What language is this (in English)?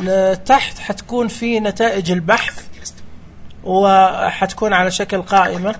Najdi Arabic